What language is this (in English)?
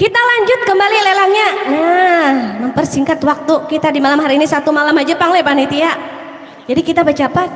Banjar